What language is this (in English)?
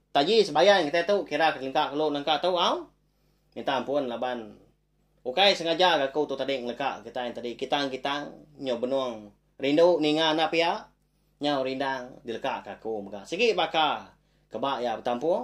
Iban